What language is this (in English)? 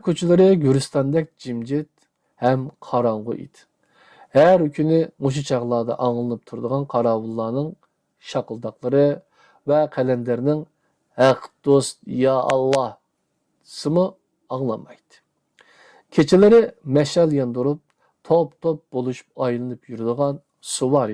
Uyghur